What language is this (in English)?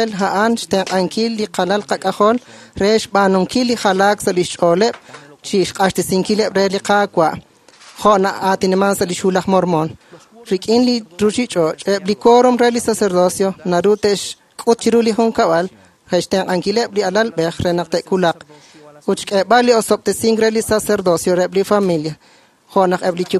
Kekchí